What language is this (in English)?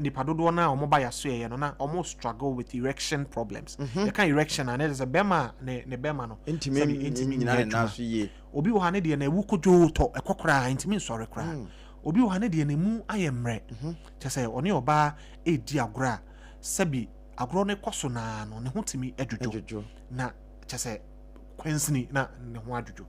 Akan